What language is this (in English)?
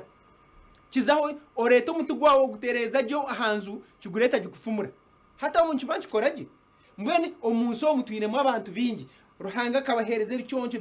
Nyankole